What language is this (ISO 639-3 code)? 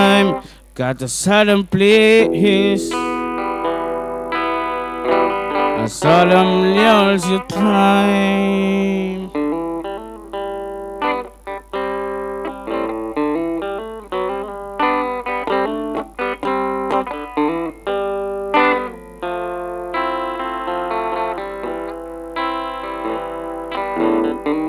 eus